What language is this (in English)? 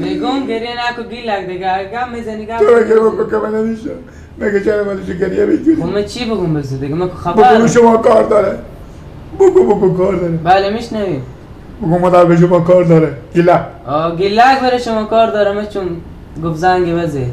Persian